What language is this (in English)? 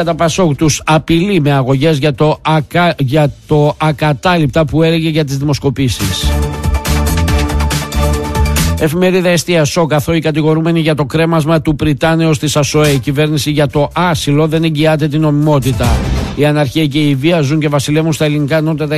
Greek